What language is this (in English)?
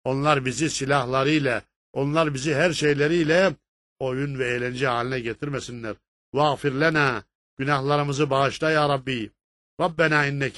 Turkish